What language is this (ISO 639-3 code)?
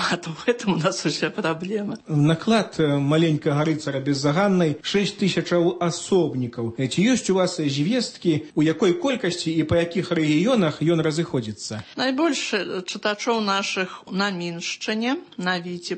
bel